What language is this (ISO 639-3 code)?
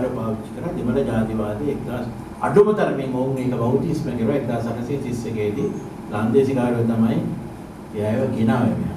sin